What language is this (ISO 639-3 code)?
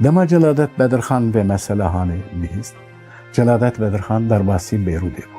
kur